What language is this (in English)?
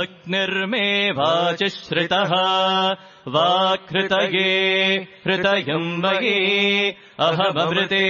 Sanskrit